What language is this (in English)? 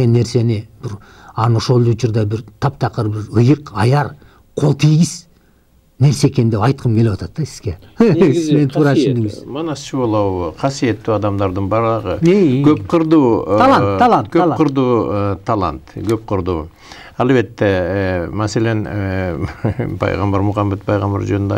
Kyrgyz